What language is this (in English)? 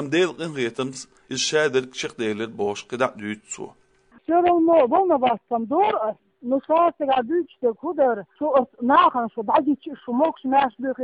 Chechen